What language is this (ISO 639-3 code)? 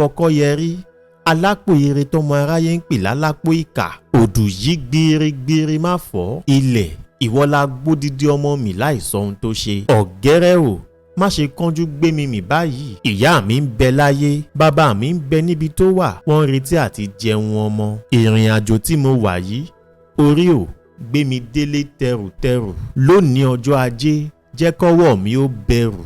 yor